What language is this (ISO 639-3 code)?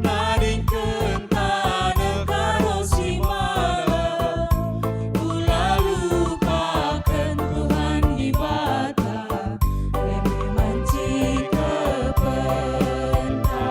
btx